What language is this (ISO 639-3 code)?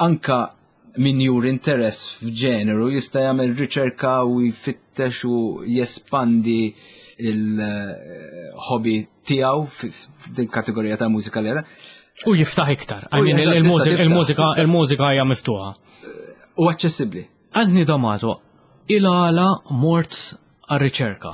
mlt